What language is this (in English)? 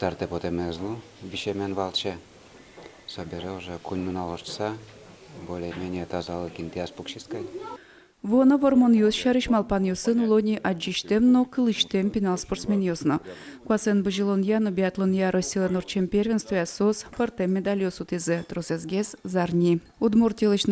Udmurt